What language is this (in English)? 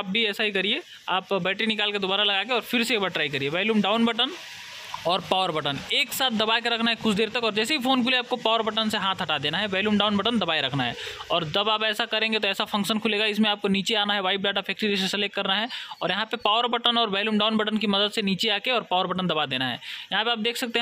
Hindi